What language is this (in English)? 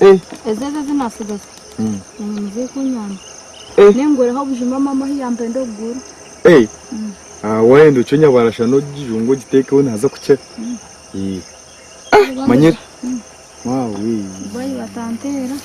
Nyankole